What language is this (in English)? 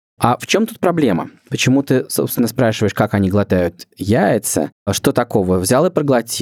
Russian